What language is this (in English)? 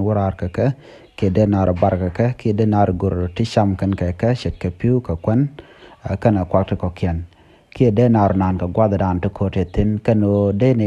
Nuer